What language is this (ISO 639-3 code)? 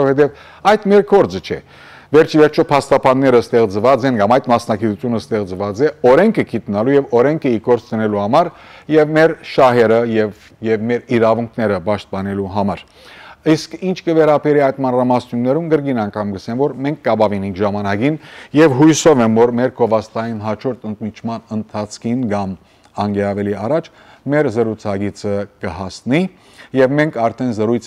hyw